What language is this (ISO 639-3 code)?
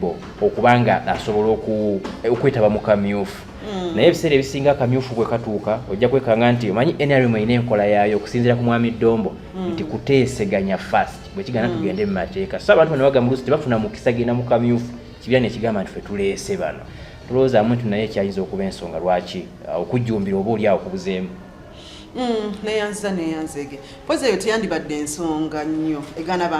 lug